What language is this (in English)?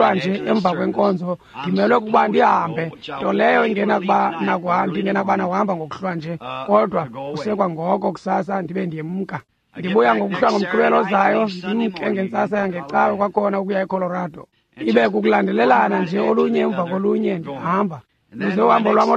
Xhosa